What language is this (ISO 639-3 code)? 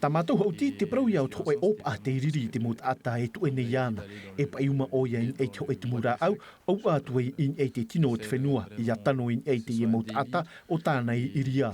tah